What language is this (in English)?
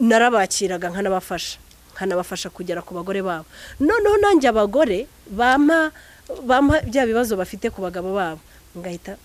Kinyarwanda